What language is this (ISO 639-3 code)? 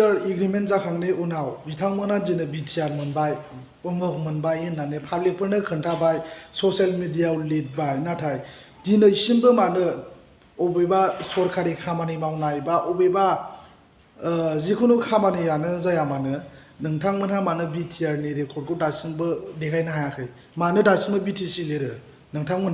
brx